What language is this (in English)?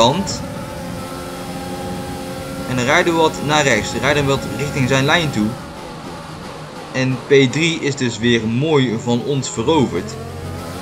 Dutch